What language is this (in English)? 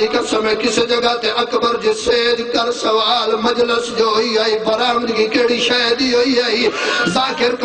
Saraiki